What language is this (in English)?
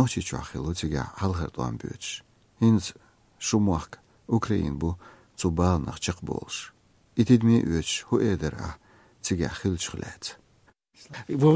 Chechen